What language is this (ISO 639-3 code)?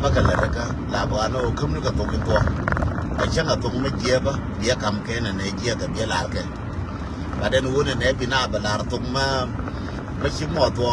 nus